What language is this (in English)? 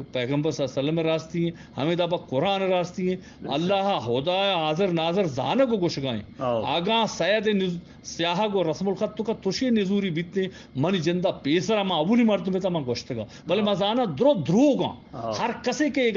Eastern Balochi